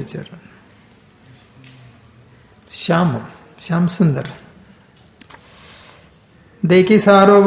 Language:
Telugu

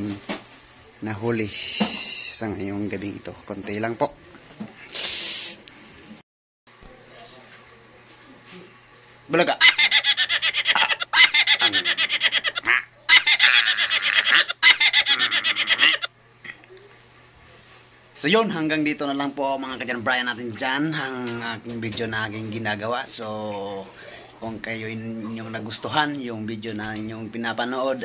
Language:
Filipino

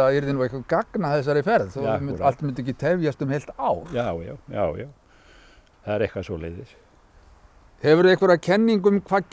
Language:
Icelandic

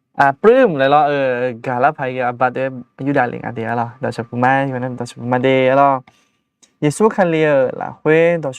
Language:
Akha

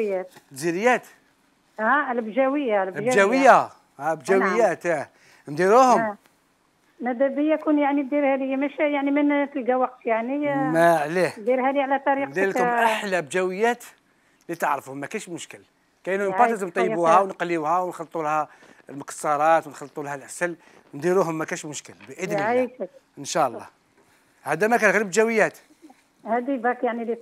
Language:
Algerian Arabic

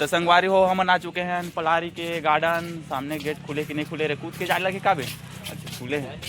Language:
Chhattisgarhi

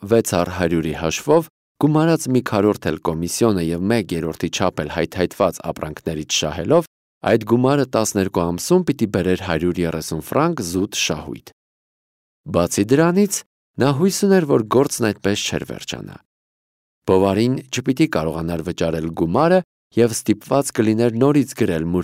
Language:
Armenian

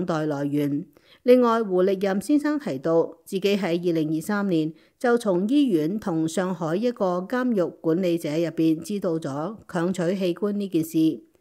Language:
Cantonese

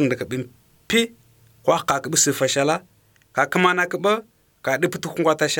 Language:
Azerbaijani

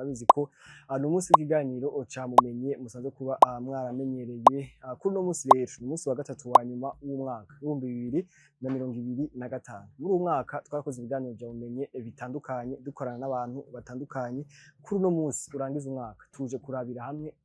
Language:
Rundi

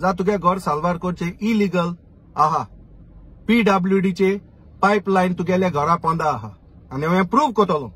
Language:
Konkani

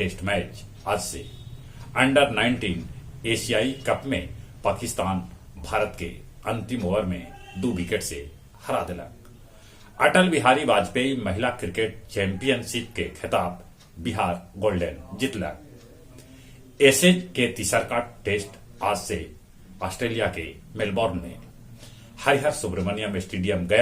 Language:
Magahi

